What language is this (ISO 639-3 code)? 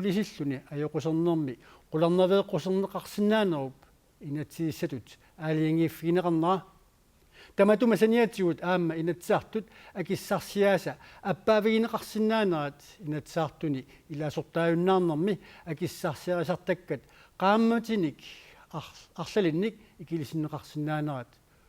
kal